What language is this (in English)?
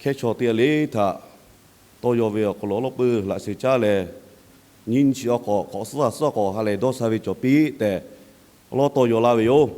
Lahu